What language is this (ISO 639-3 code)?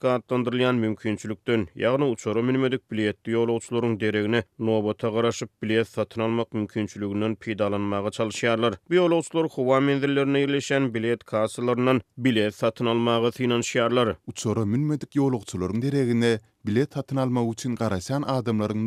tuk